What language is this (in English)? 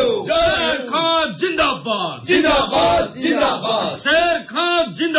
Odia